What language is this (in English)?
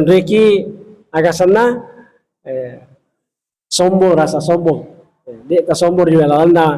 Buginese